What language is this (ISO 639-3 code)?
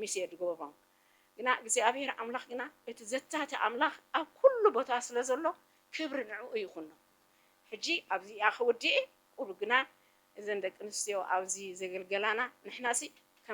tir